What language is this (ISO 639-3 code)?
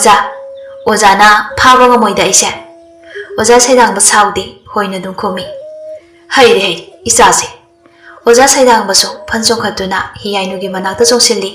mni